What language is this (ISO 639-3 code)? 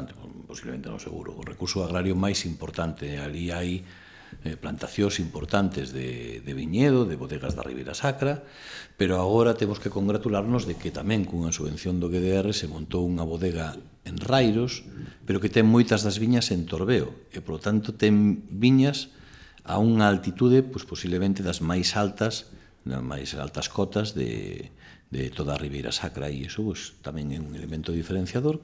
glg